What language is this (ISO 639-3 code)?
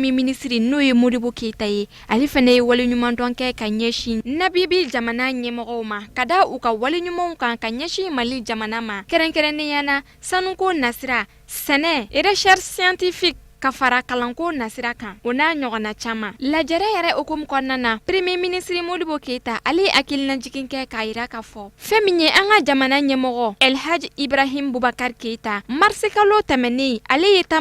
bam